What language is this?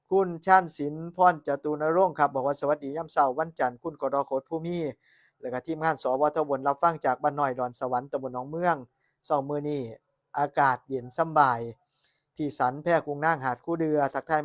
Northeastern Thai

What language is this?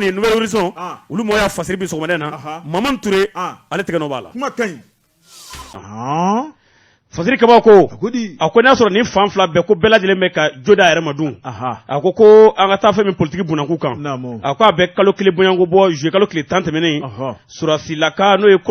Bambara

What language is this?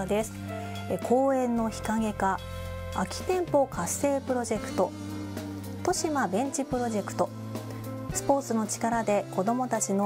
Japanese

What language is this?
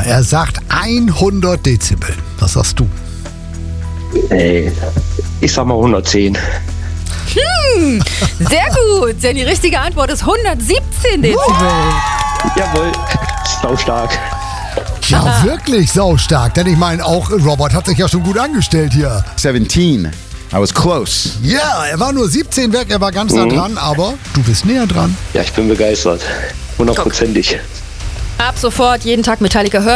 German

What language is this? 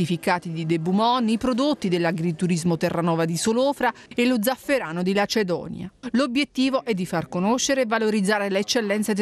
Italian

